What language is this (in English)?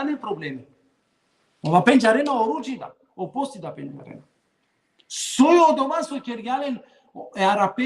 Balkan Romani